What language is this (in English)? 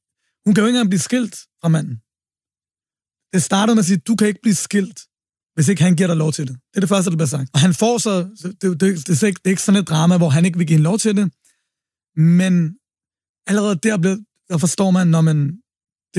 Danish